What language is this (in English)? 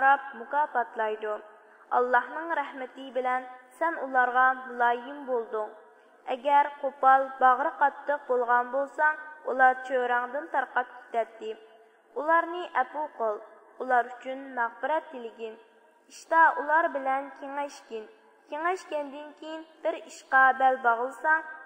Uyghur